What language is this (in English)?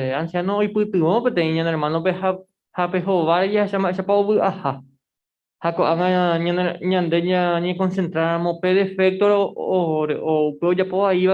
Guarani